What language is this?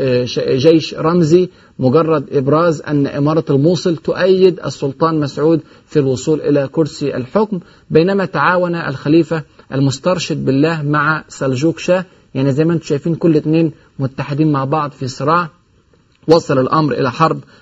Egyptian Arabic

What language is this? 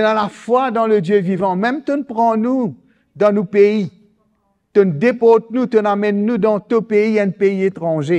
Morisyen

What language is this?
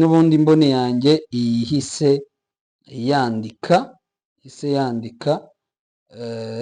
Kinyarwanda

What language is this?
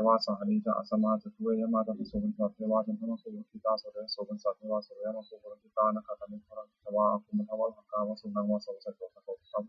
Pali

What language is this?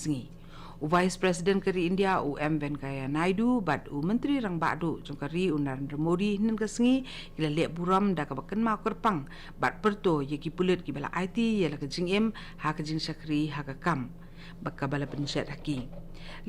Khasi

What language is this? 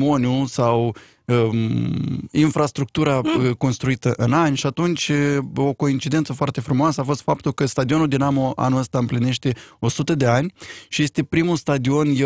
Romanian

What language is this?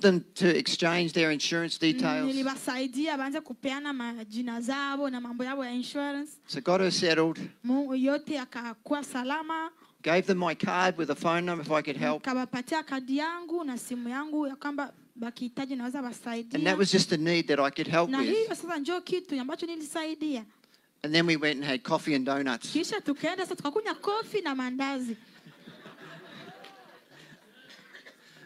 Swahili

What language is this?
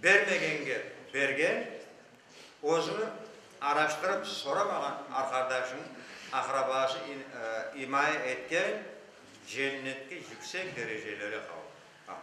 Crimean Tatar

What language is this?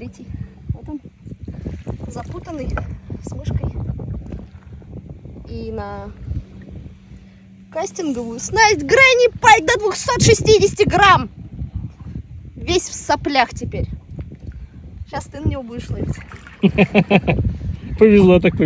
Russian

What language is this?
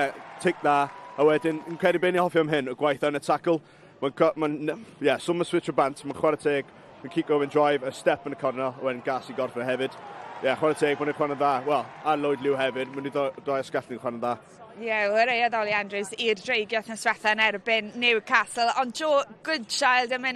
Welsh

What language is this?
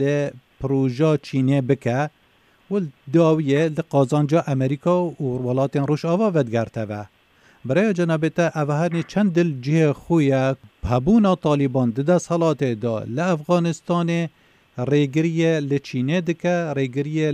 Kurdish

